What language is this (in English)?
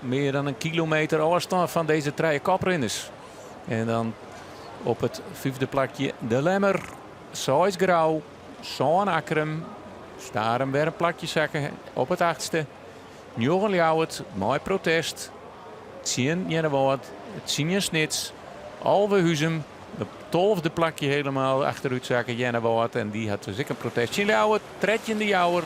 Western Frisian